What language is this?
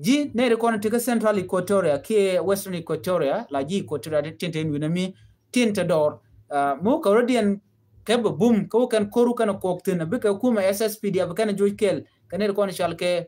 Nuer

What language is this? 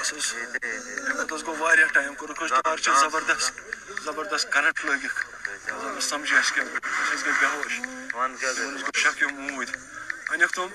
Kashmiri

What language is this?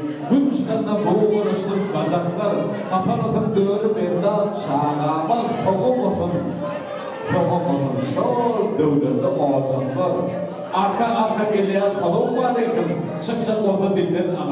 Turkmen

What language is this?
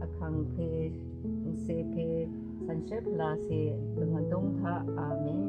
Rawang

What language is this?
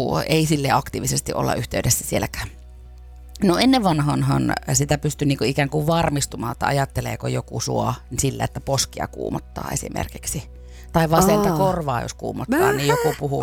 Finnish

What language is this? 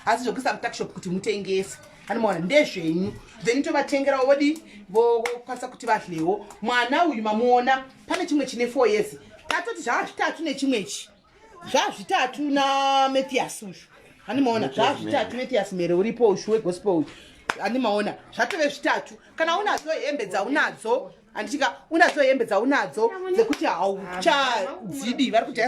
Shona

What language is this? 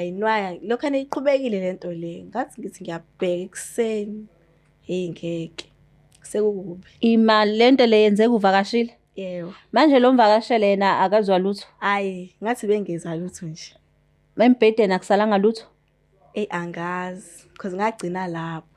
Zulu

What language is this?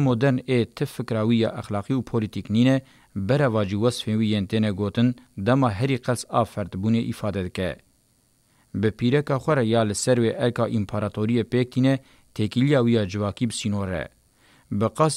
Kurdish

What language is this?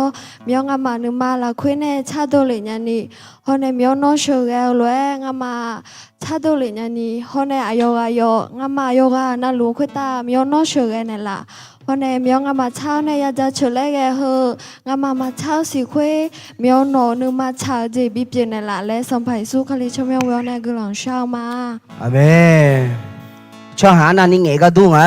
Akha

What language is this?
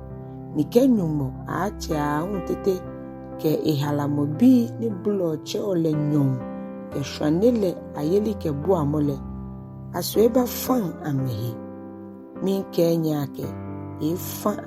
Ga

